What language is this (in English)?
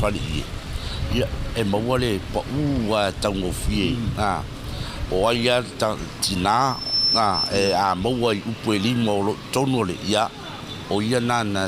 Samoan